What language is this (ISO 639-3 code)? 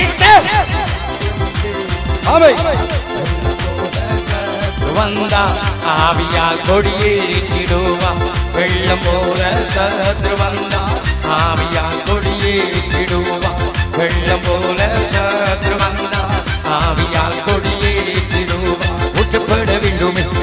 tam